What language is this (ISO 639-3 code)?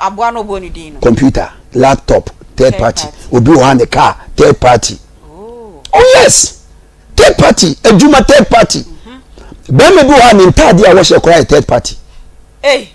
aka